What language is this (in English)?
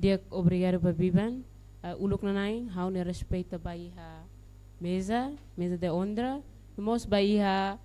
Tetum